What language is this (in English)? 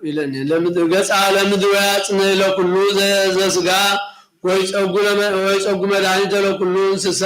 Geez